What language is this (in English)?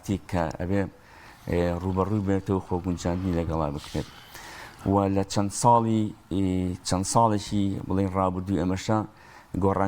Central Kurdish